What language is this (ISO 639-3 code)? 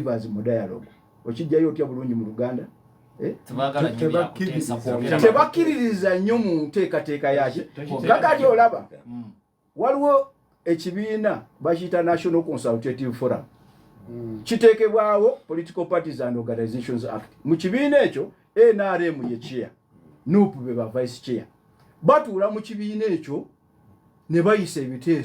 lug